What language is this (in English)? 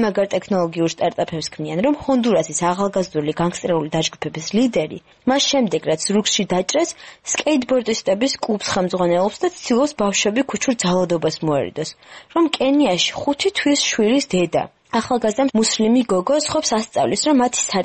Georgian